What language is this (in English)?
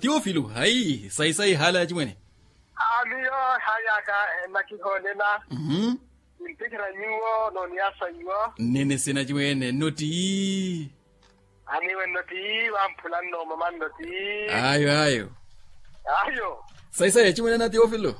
Makhuwa